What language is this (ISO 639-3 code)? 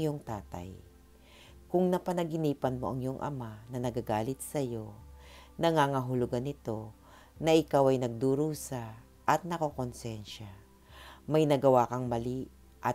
fil